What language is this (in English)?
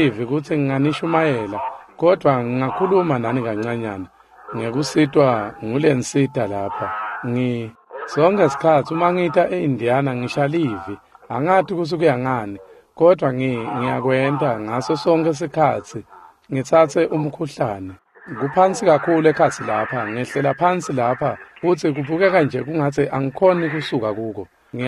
Swati